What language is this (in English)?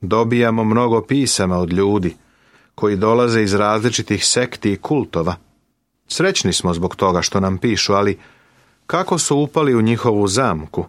Serbian